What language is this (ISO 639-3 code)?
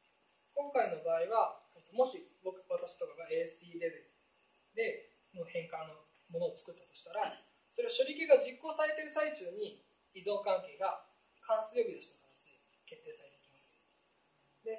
jpn